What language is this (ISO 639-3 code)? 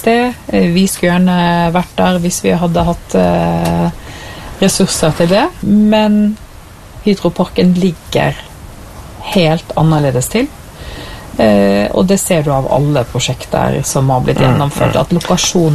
nor